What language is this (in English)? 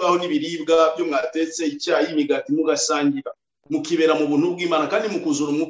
Kinyarwanda